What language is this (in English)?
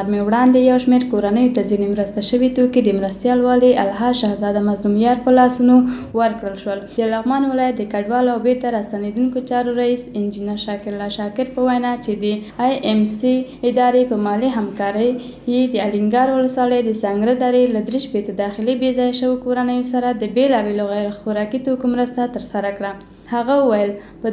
Pashto